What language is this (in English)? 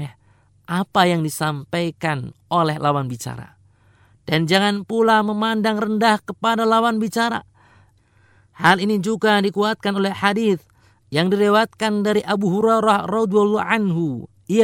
Indonesian